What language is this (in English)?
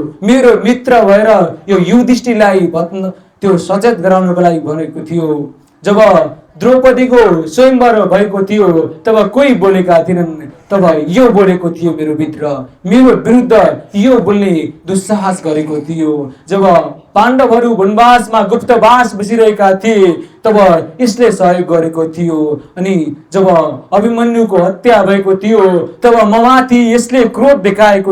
Nepali